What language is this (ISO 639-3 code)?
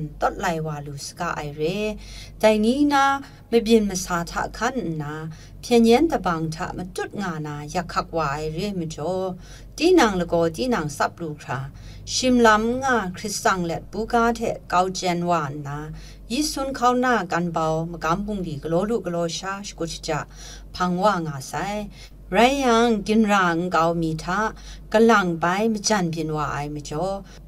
kac